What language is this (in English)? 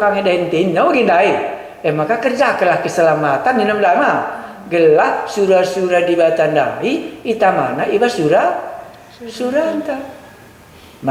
Batak Karo